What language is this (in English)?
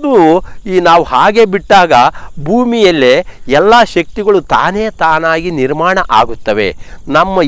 Kannada